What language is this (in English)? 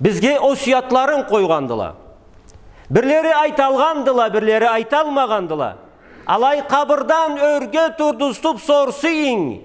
Karachay-Balkar